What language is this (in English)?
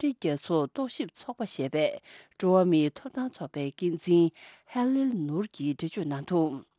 Tibetan